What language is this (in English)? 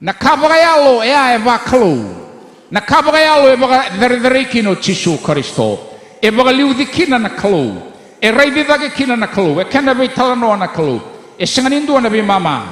Fijian